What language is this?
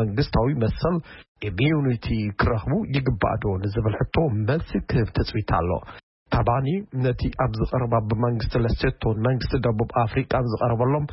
Tigrinya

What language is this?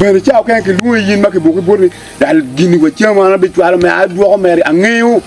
Acoli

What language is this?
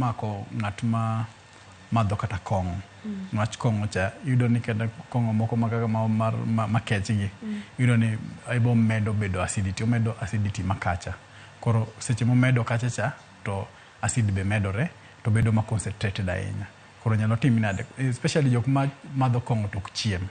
Luo (Kenya and Tanzania)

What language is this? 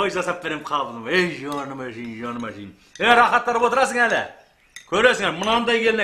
Kazakh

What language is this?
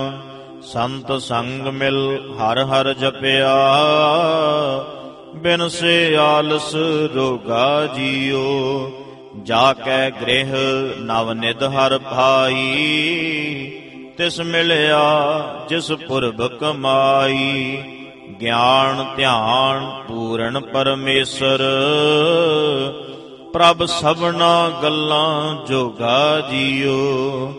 Punjabi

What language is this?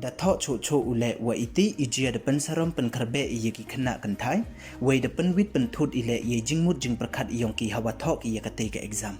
Pnar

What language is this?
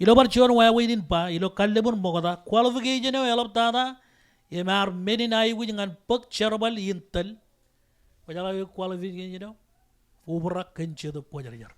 Marshallese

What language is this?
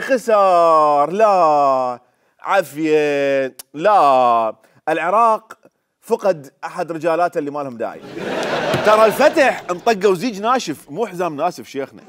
Mesopotamian Arabic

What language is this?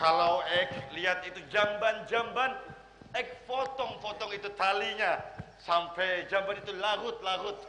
Banjar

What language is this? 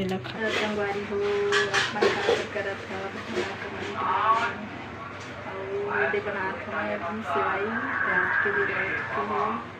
Chhattisgarhi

